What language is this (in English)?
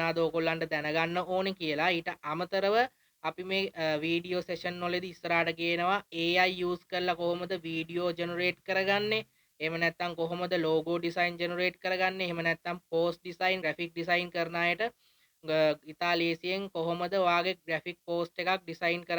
Sinhala